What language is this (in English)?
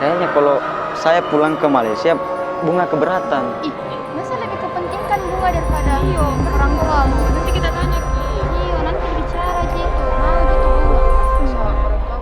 Makassar Malay